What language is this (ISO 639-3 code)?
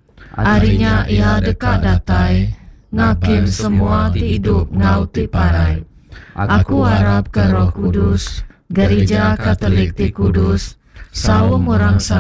iba